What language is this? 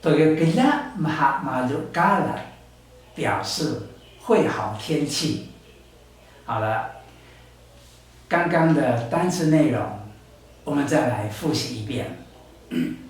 Taroko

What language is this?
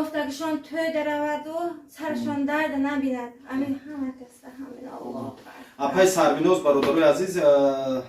Tajik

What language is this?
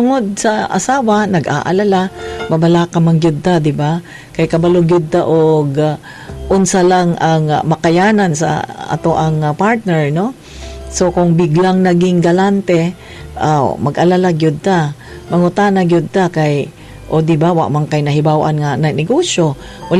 Cebuano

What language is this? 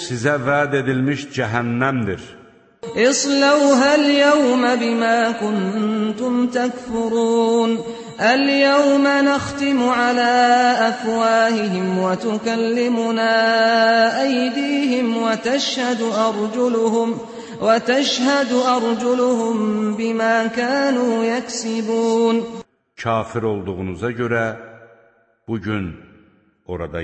Azerbaijani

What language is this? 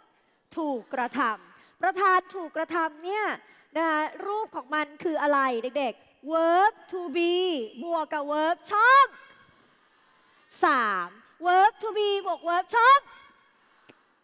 Thai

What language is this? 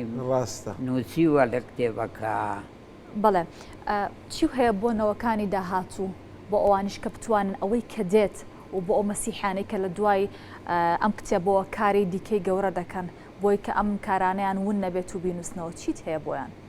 Central Kurdish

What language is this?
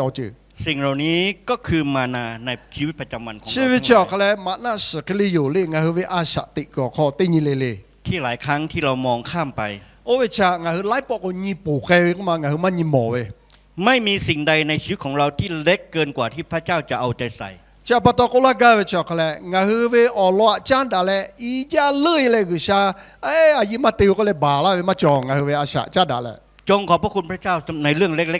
Lahu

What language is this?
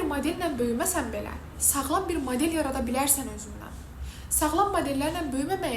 Azerbaijani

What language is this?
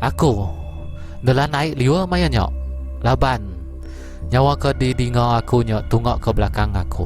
Iban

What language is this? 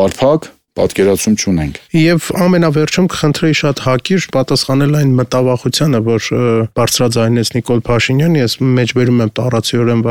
Armenian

